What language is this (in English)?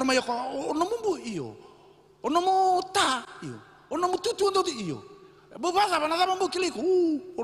Fijian